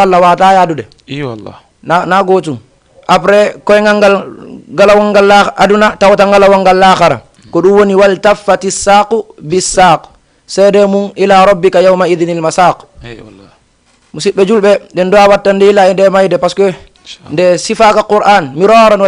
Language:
Fula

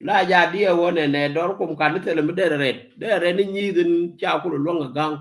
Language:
Nuer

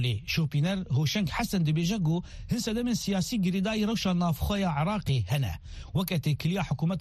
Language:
Kurdish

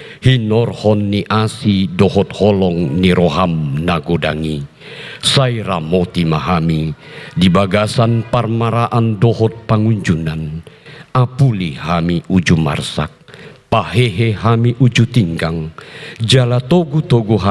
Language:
Batak Toba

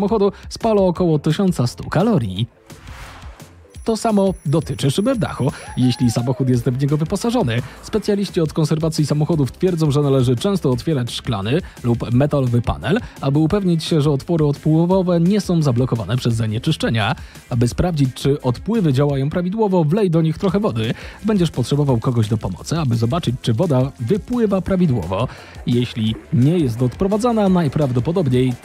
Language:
Polish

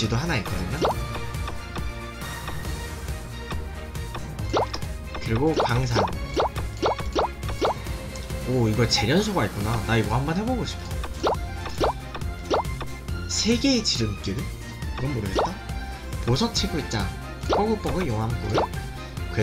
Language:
Korean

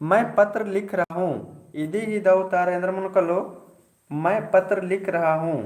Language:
Kurukh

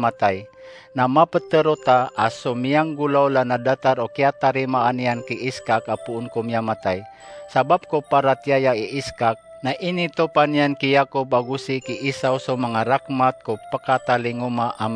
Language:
Maranao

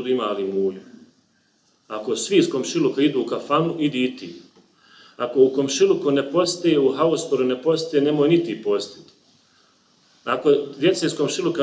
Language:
Bosnian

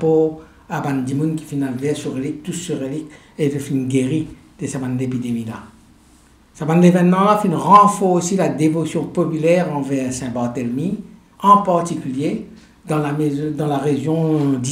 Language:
Morisyen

